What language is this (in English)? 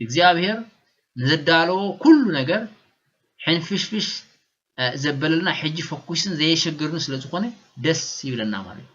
Tigrinya